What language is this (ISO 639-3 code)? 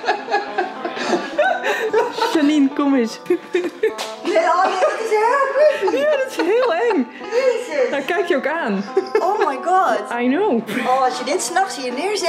nld